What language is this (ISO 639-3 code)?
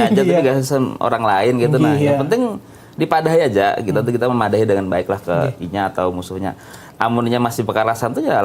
bjn